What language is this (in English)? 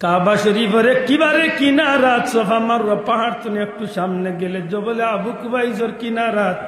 Sylheti